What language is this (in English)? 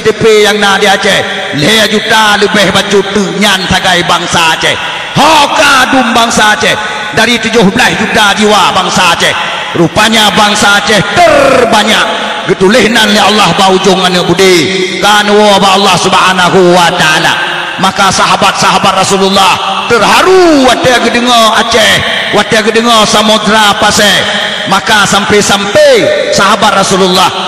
Achinese